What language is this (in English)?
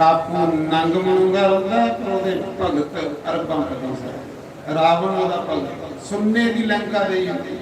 Dogri